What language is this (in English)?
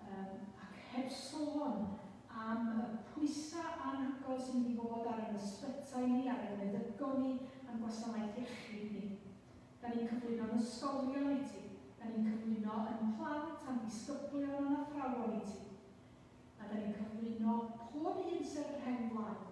Welsh